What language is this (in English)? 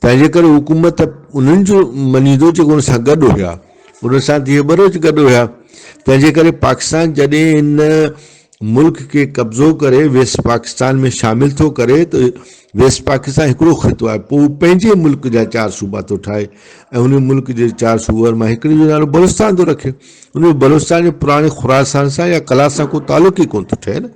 Brahui